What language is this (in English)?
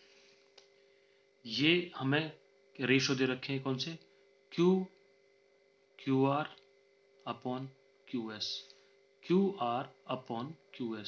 Hindi